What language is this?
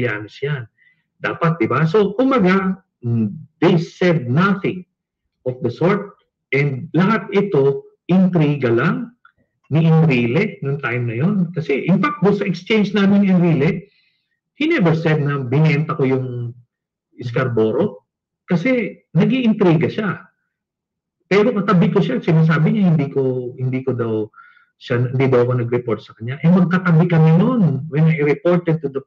Filipino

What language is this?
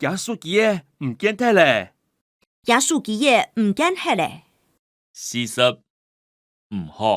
Hakka Chinese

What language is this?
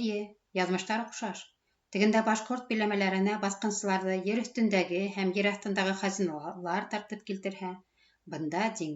Bashkir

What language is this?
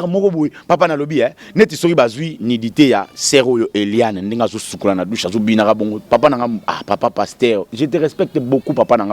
Lingala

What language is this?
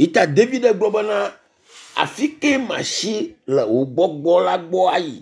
Ewe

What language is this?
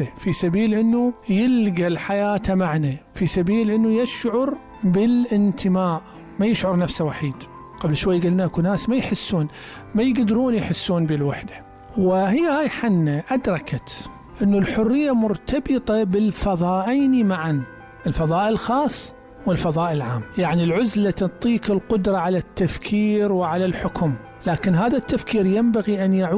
Mesopotamian Arabic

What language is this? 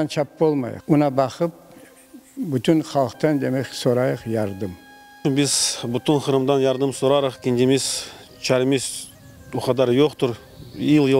Crimean Tatar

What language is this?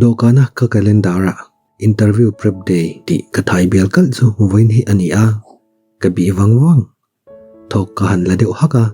Mizo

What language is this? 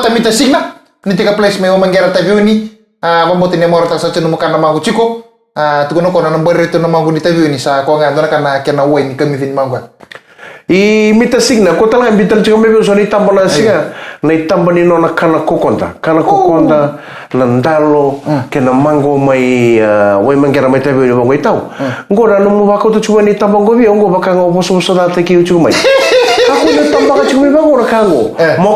Fijian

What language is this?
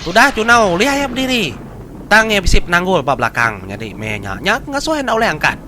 Iban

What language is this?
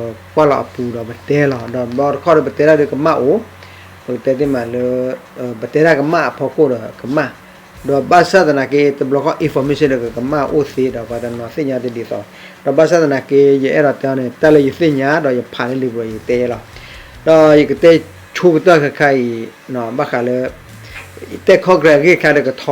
S'gaw Karen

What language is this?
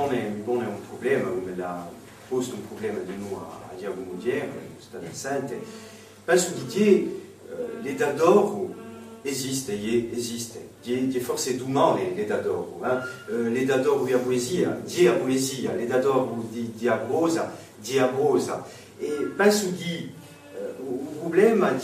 Corsican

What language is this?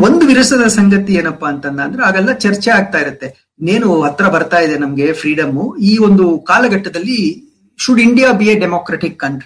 Kannada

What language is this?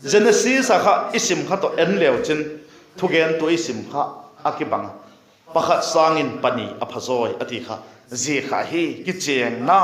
Vaiphei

